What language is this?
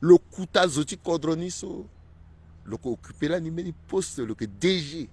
Sango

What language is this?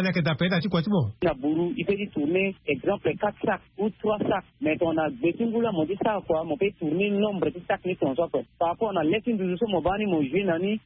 Sango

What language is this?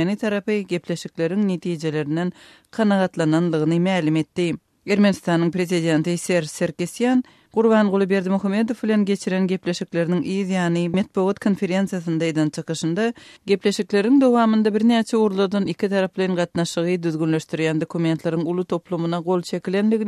Turkmen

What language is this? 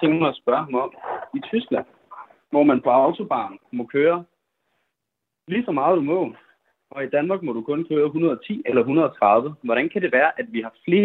Danish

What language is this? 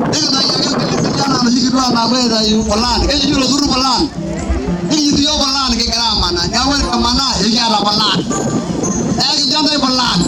Masai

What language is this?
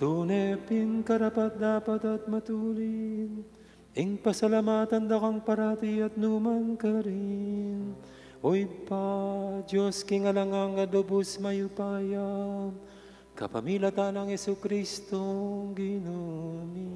Pampanga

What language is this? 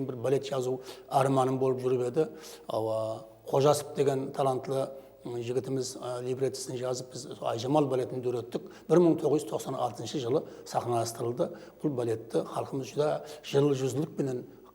Kara-Kalpak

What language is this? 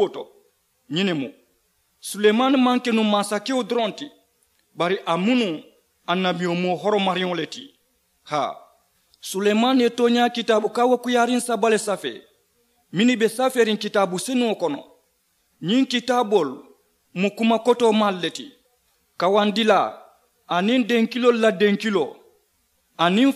Mandingo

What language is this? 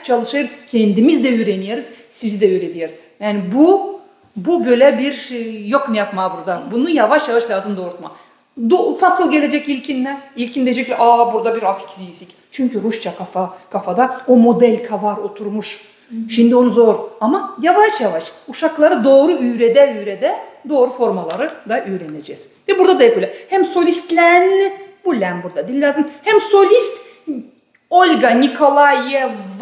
Gagauz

